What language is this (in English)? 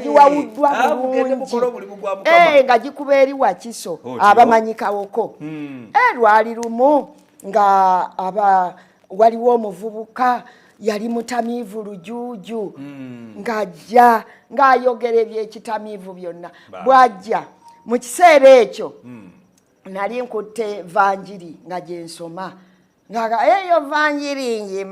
Ganda